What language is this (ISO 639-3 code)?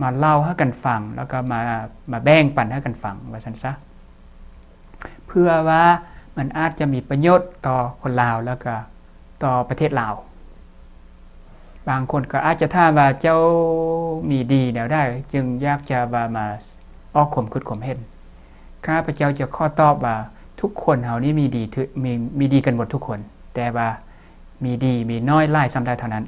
lao